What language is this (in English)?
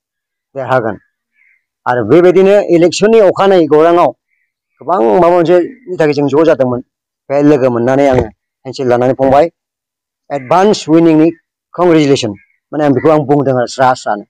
Bodo